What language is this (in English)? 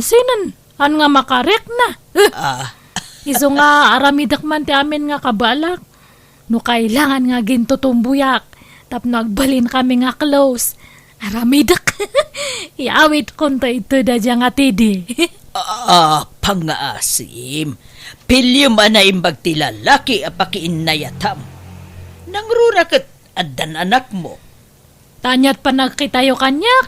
Iloko